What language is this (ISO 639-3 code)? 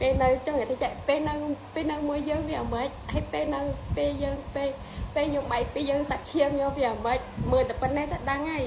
khm